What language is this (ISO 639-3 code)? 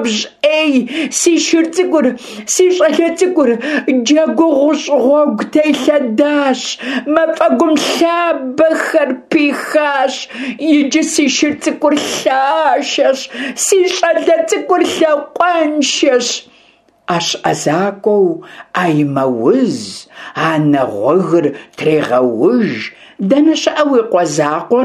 kbd